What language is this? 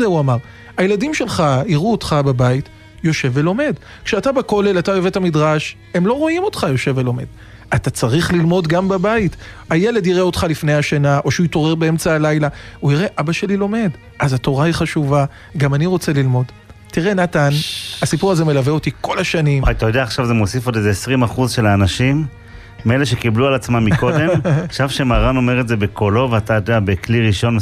Hebrew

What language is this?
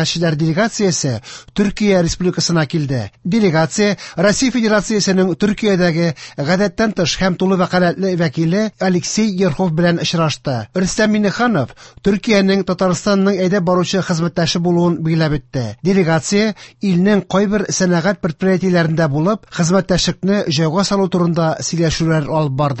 Tatar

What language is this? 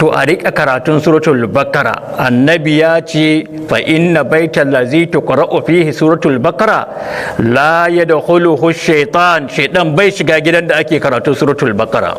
Hausa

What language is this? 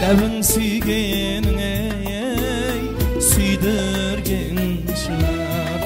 Kara-Kalpak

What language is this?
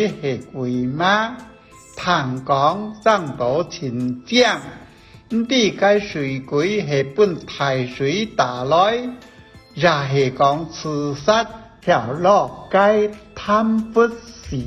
Hakka Chinese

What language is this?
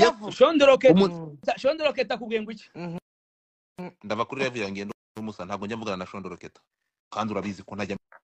Kinyarwanda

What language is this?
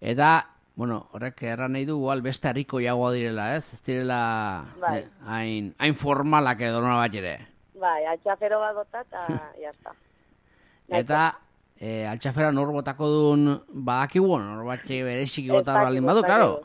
Basque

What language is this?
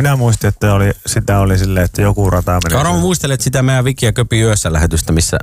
Finnish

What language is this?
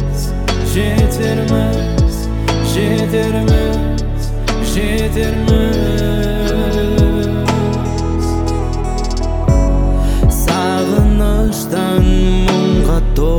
Kazakh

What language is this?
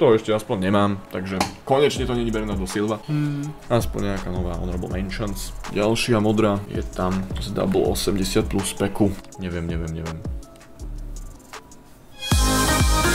Slovak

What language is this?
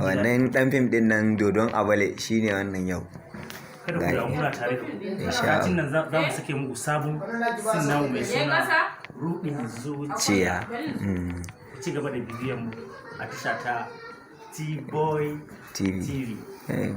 Hausa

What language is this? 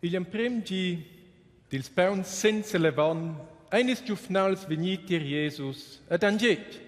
Romansh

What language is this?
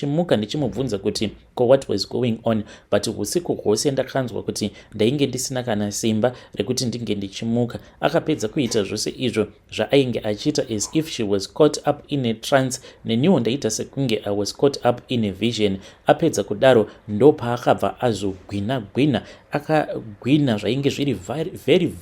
Shona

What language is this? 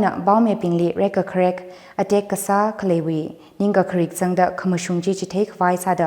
Tangkhul Naga (India)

